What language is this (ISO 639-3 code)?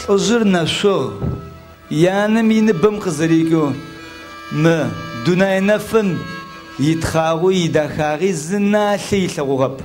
ady